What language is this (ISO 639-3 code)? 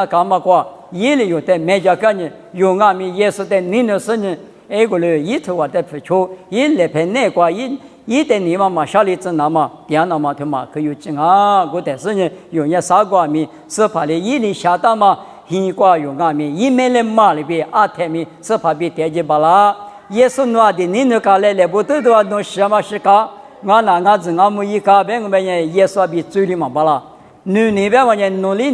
lis